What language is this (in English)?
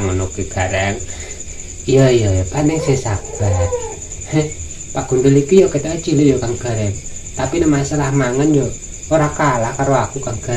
Javanese